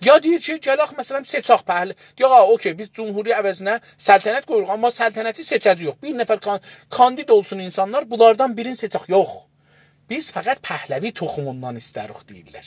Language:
South Azerbaijani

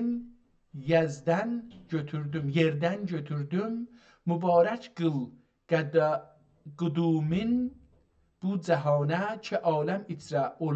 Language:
South Azerbaijani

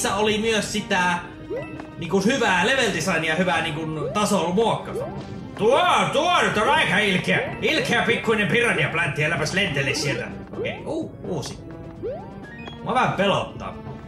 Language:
Finnish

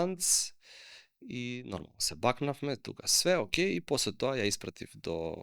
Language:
Macedonian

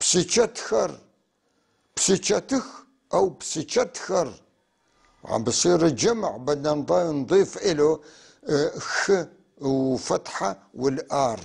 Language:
North Levantine Arabic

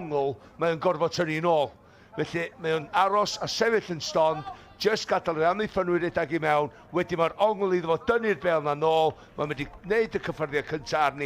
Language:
Welsh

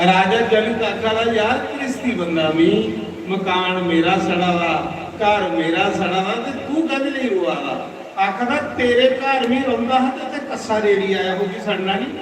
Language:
Dogri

